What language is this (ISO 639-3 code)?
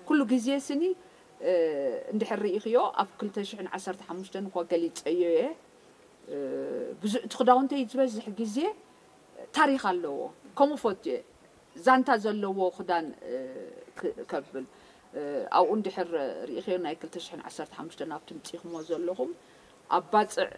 tir